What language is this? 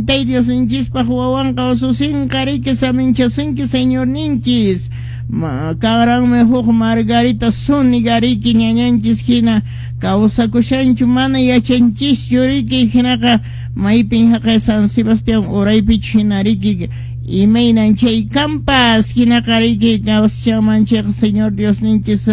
Quechua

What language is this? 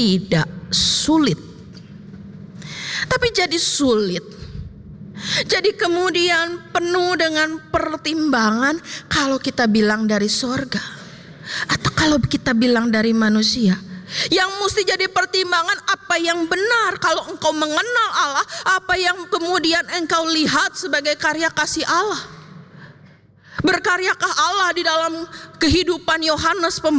Indonesian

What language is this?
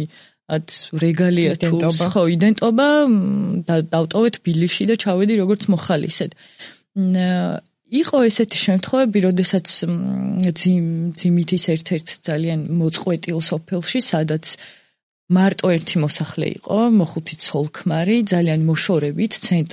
Georgian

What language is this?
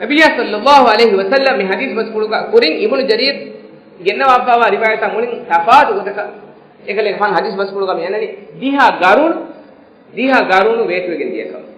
Divehi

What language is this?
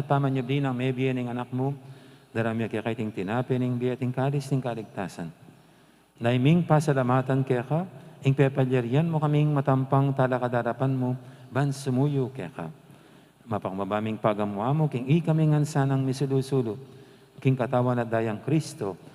Pampanga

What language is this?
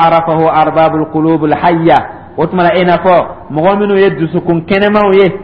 Dyula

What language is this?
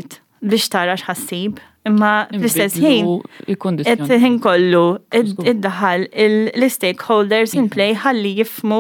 Maltese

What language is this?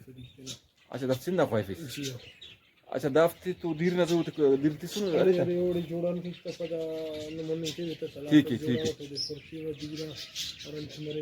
Brahui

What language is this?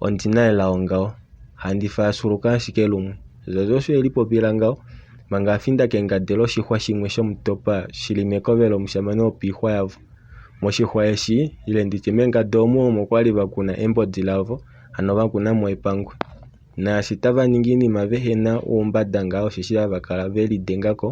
Kuanyama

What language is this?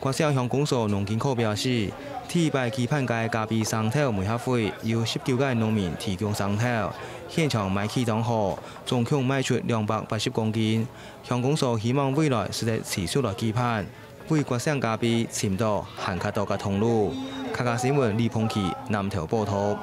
Hakka Chinese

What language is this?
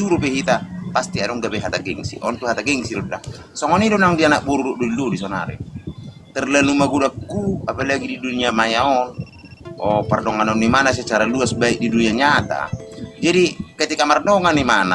Batak Toba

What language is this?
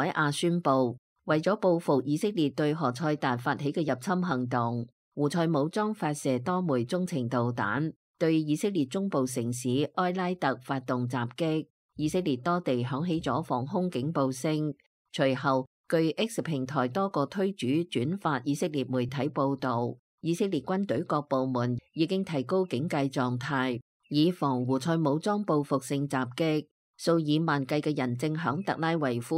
Cantonese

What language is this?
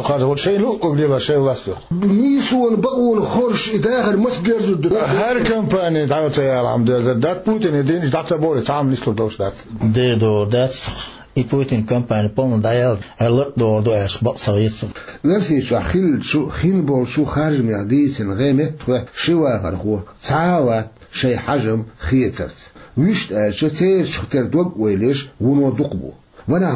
Chechen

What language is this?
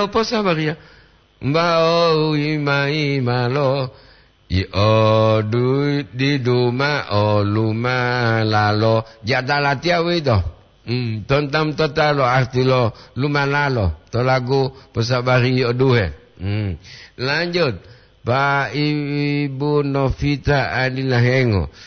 Gorontalo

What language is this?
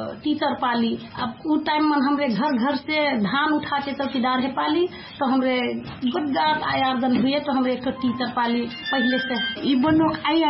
Dangaura Tharu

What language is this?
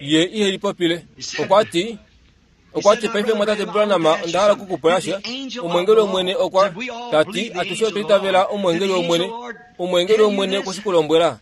Kuanyama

